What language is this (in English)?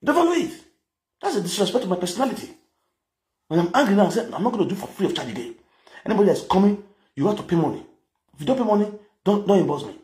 Nigerian Pidgin